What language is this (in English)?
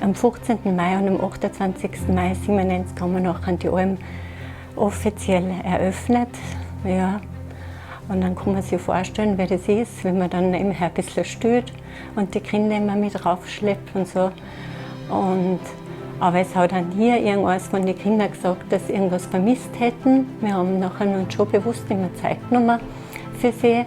Bavarian